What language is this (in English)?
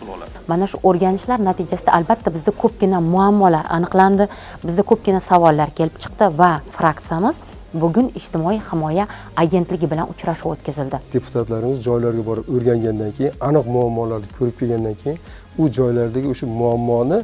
Uzbek